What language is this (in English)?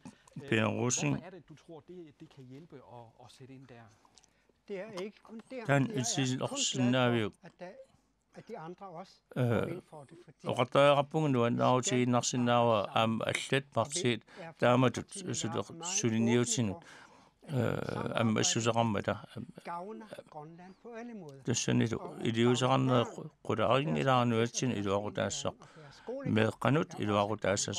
Kalaallisut